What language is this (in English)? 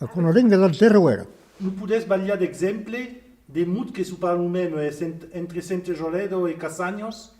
Occitan